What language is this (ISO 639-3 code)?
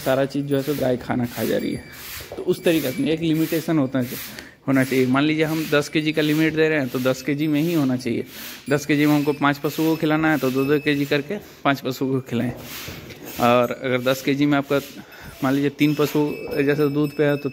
hin